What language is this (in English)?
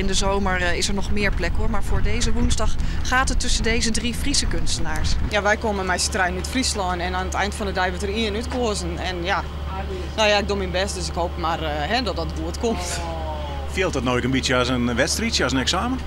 Western Frisian